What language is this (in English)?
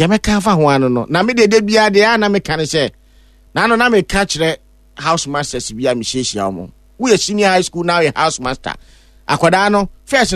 Akan